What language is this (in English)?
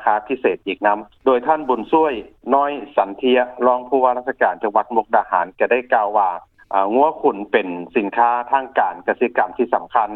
Lao